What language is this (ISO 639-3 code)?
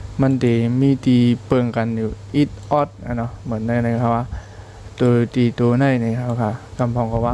shn